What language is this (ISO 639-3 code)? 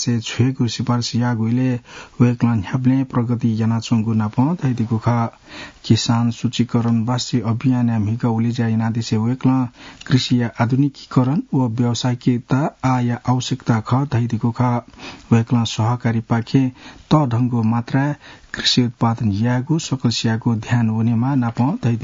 new